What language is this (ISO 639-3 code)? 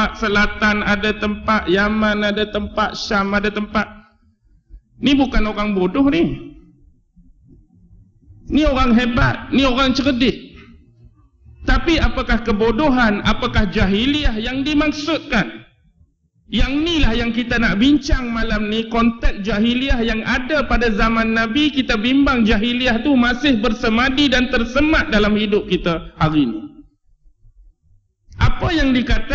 msa